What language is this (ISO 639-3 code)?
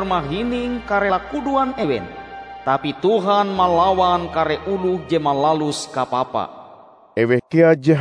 nij